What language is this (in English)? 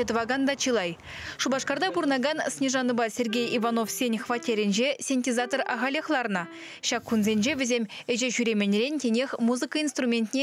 Chuvash